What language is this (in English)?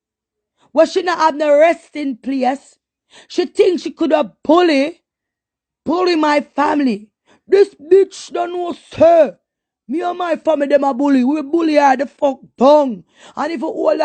Jamaican Creole English